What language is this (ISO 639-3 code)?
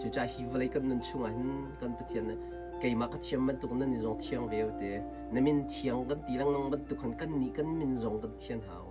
cnh